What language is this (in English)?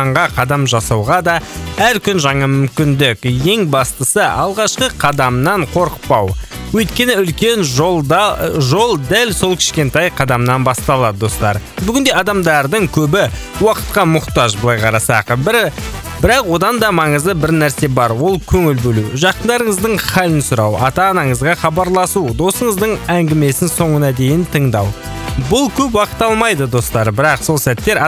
Kazakh